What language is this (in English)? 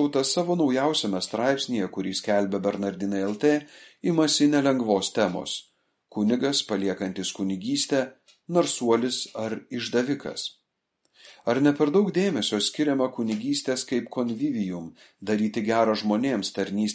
Lithuanian